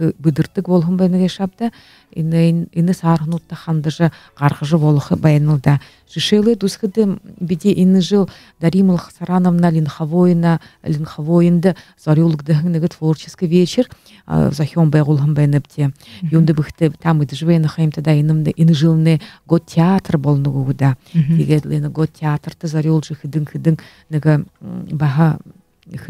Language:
Buriat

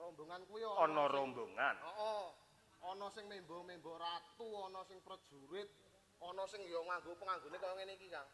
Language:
Javanese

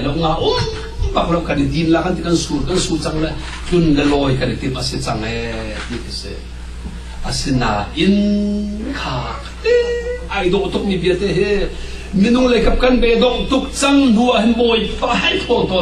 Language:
Hakha Chin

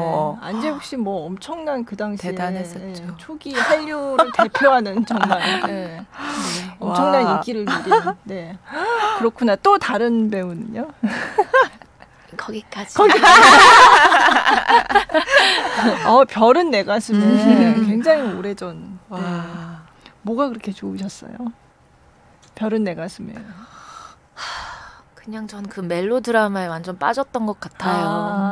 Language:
Korean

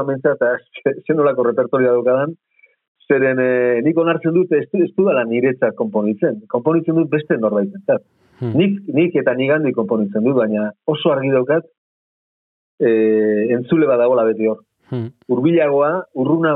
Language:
Basque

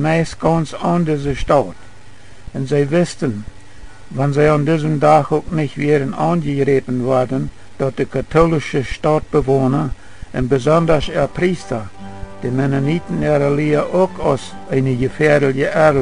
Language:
Plautdietsch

